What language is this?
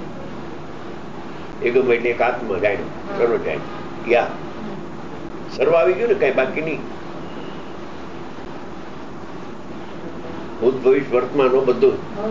Gujarati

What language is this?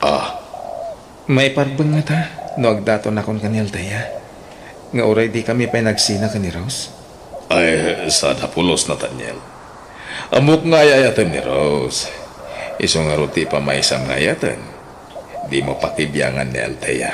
Iloko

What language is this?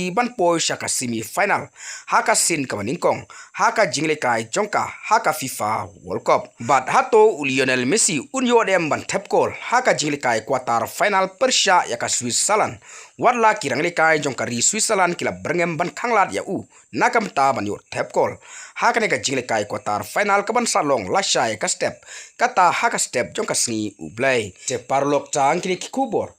Khasi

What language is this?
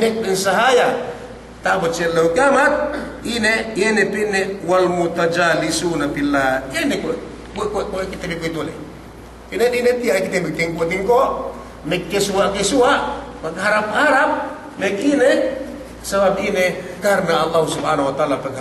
Yakan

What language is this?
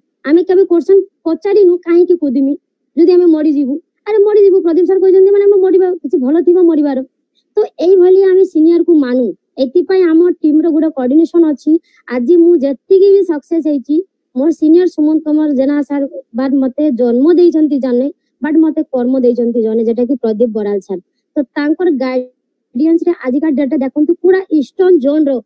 Odia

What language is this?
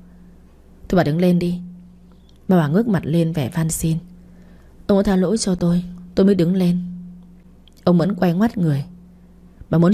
Vietnamese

